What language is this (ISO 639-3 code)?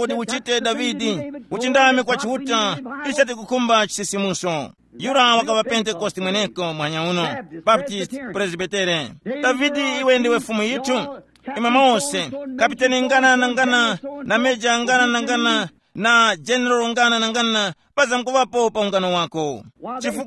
tum